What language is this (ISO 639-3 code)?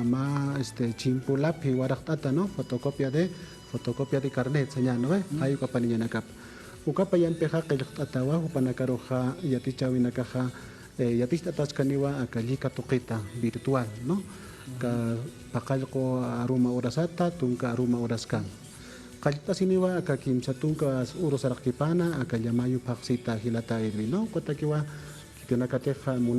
aym